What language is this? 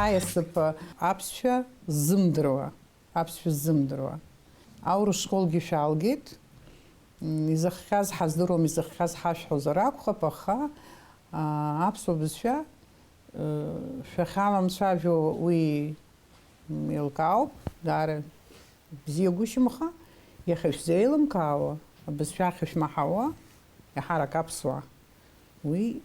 Abkhazian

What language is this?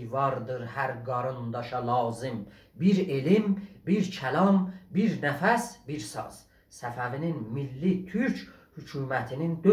South Azerbaijani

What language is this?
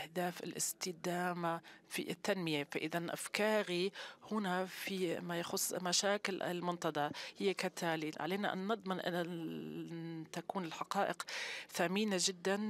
Arabic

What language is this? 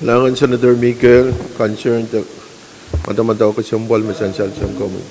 Pohnpeian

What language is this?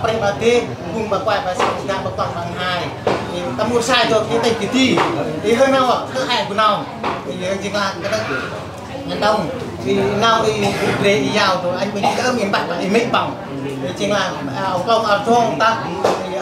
Central Mnong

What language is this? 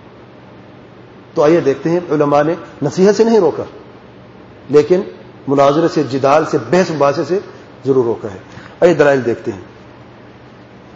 Urdu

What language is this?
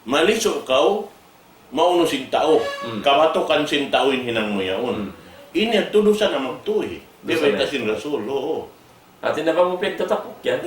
Tausug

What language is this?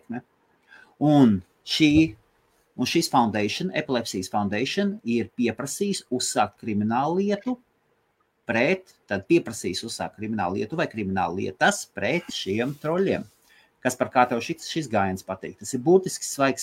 Latvian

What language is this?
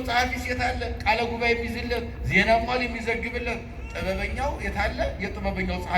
Amharic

